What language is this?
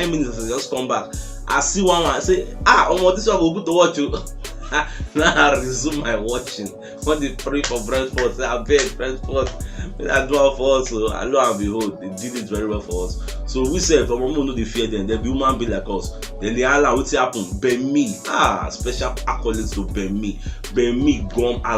Nigerian Pidgin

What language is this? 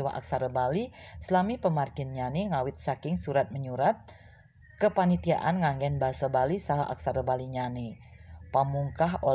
Balinese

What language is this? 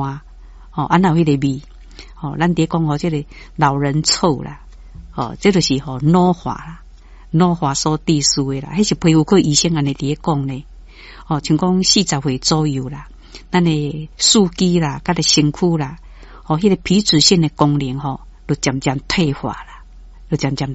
Min Nan Chinese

